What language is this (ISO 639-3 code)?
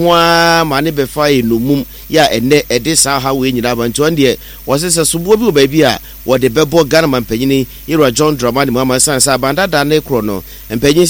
aka